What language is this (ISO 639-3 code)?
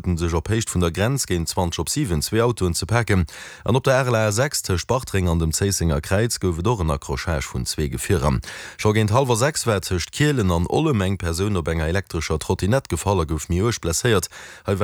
ltz